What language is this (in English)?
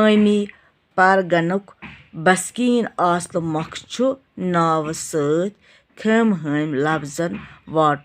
Kashmiri